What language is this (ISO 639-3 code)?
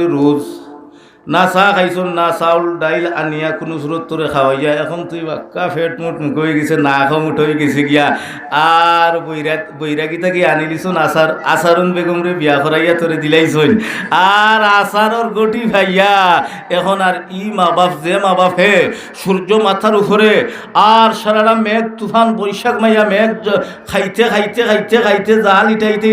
syl